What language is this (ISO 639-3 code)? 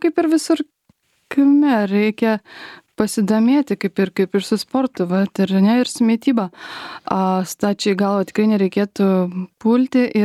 lit